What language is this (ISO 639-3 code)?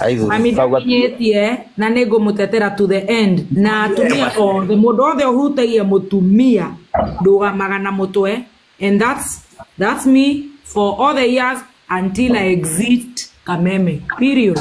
kik